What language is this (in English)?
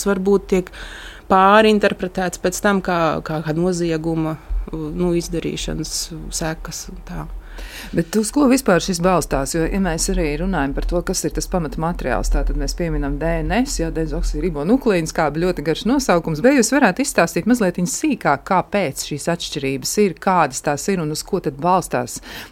Latvian